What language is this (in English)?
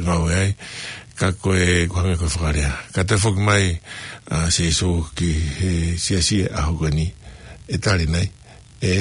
Tongan